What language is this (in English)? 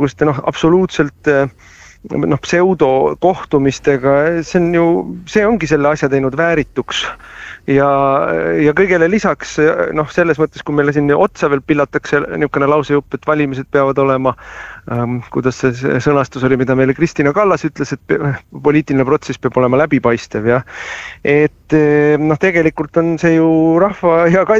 Estonian